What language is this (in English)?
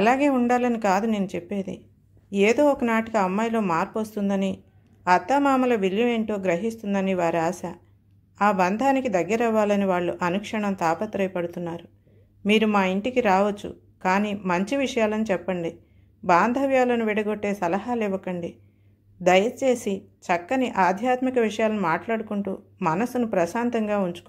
Telugu